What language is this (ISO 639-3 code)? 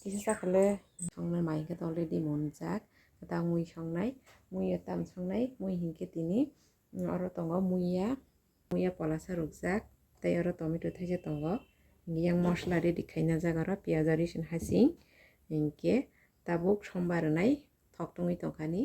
trp